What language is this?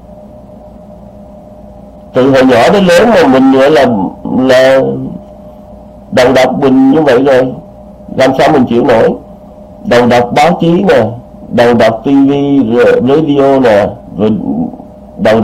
Vietnamese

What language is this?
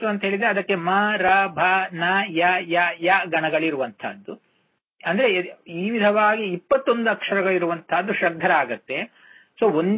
Kannada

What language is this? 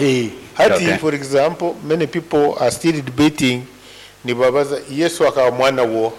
Nyankole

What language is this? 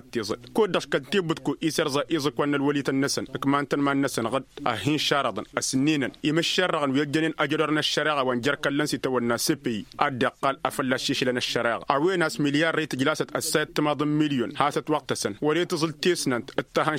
Tamasheq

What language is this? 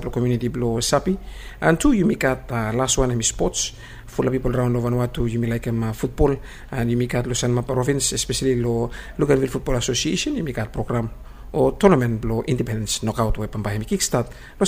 Bislama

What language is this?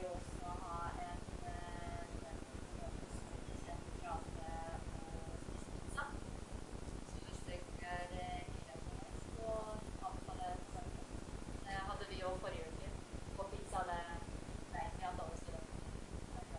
Norwegian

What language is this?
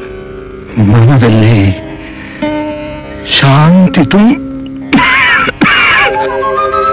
Kannada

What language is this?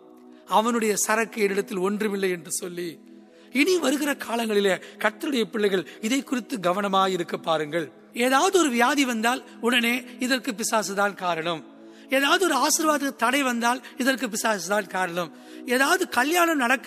Tamil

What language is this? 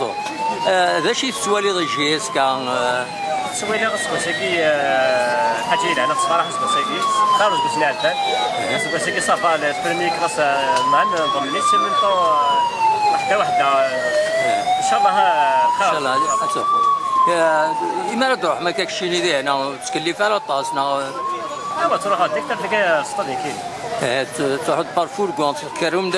Kabyle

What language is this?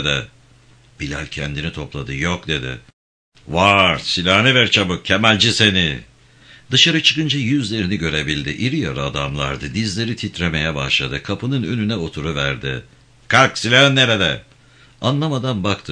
Turkish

